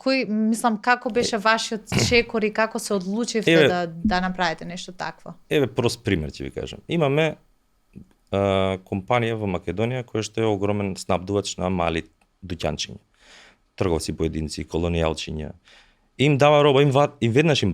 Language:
Macedonian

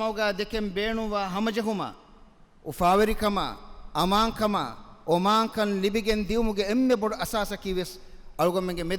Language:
Divehi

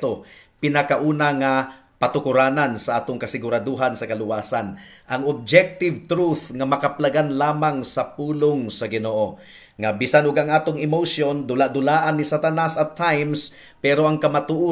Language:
Cebuano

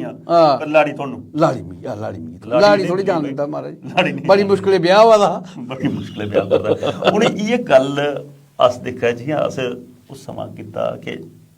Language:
Dogri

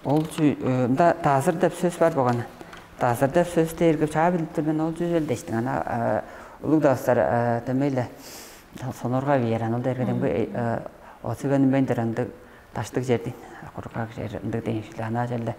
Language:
Tuvinian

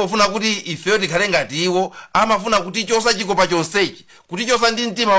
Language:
Nyanja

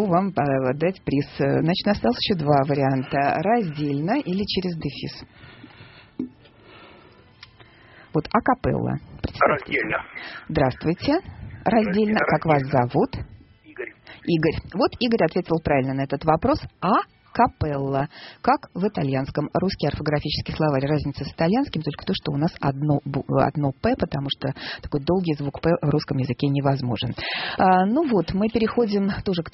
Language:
Russian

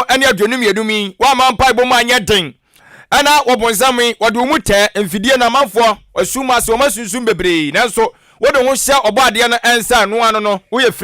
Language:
Akan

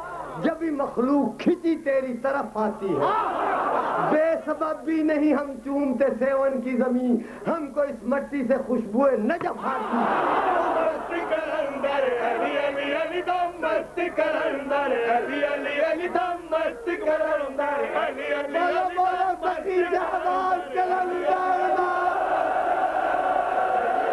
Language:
Urdu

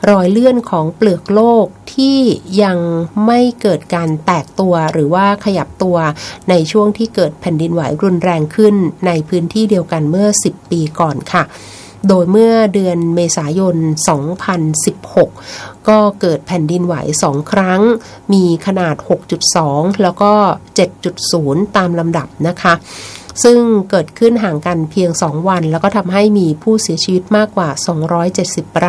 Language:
Thai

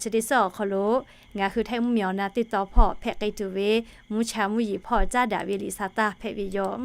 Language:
Lahu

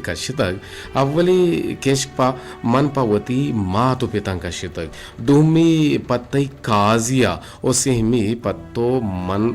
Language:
Eastern Balochi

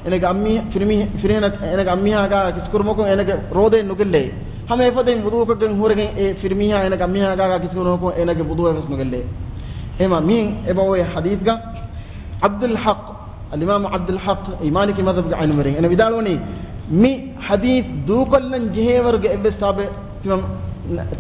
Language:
Divehi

